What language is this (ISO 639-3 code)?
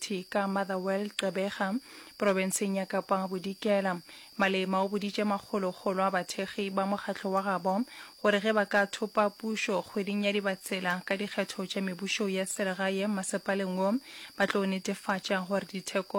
nso